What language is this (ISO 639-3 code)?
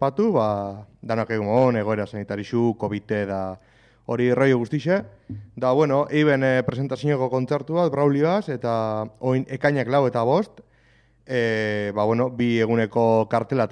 eus